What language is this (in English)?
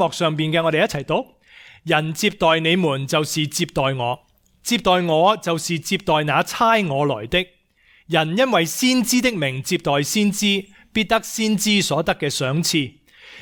Cantonese